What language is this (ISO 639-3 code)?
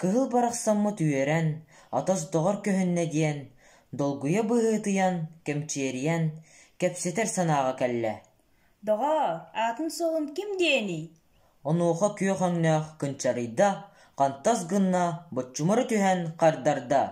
sah